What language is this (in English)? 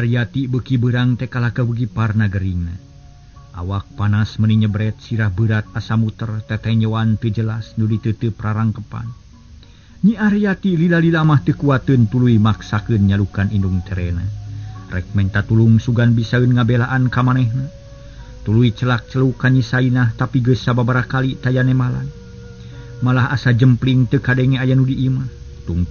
Sundanese